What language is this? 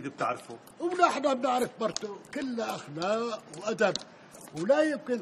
North Levantine Arabic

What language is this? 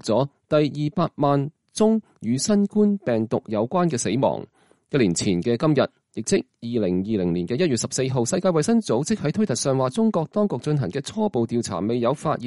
Cantonese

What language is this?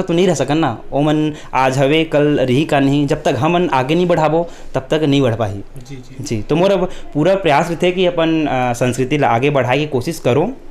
Chhattisgarhi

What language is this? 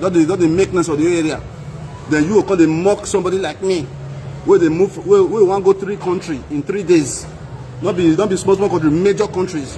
Nigerian Pidgin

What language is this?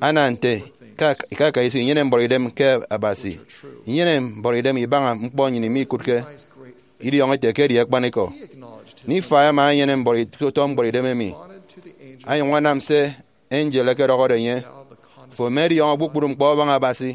Efik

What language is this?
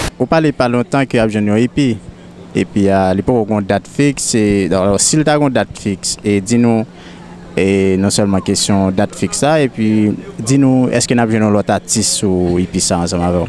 Haitian Creole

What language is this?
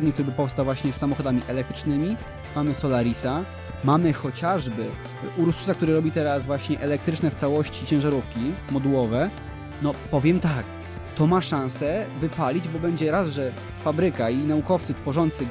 Polish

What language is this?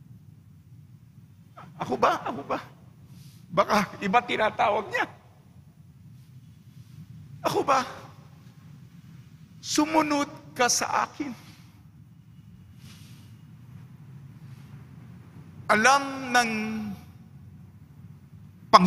Filipino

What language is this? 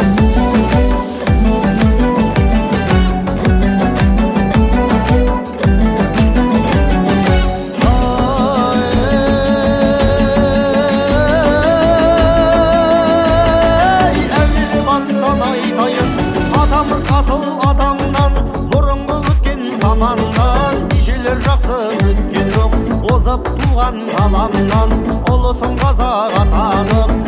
Kazakh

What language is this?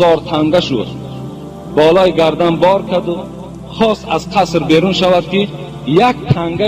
Tajik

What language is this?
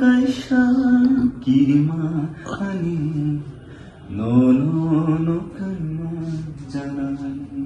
Kok Borok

